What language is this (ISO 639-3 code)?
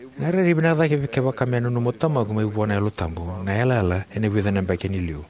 fij